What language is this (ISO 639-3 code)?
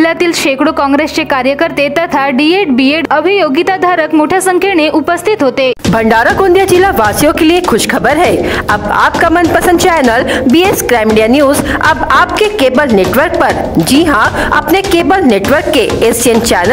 mar